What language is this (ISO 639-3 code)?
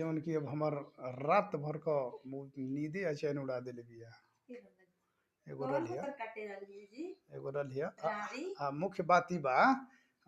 bho